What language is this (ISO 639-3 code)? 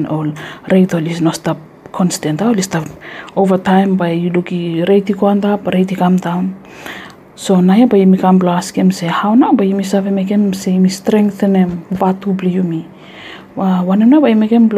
bis